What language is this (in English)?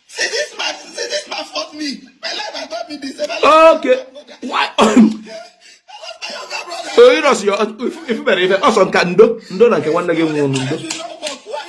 Igbo